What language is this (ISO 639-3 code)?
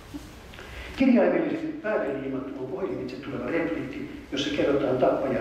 fin